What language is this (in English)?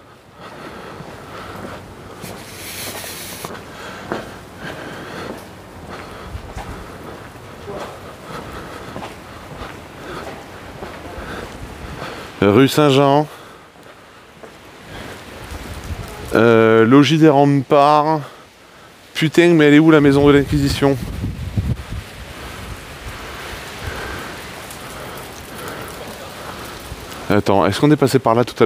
French